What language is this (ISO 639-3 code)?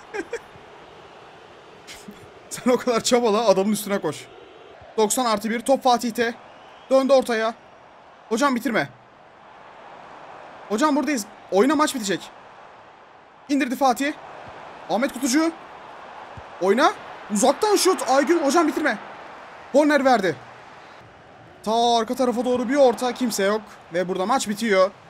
tur